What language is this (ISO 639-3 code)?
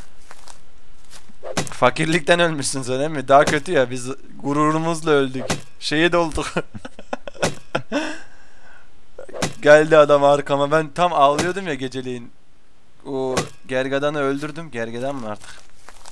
tur